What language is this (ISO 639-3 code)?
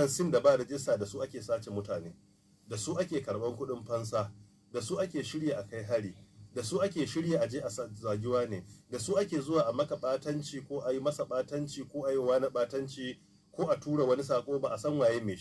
hau